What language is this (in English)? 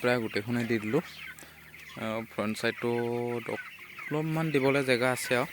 Assamese